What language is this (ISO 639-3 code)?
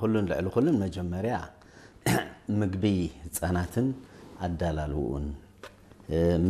tir